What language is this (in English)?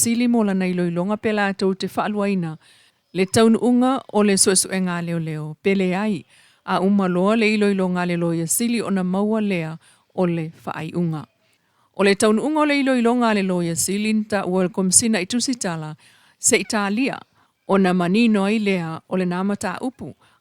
Samoan